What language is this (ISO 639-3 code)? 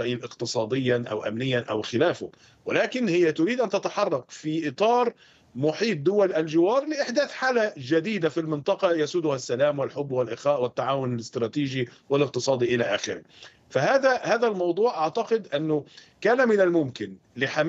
ara